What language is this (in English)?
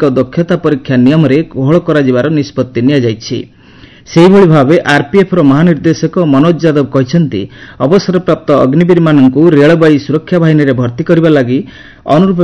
Odia